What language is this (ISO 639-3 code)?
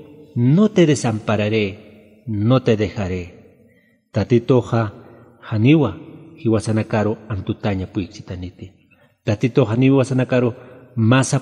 aym